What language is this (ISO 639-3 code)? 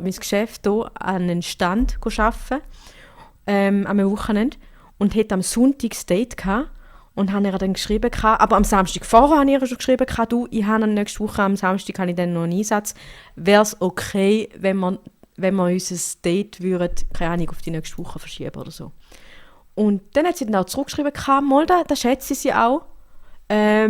gsw